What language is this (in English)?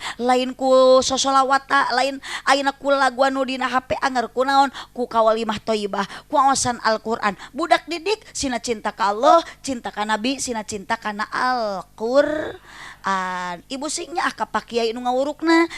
Sundanese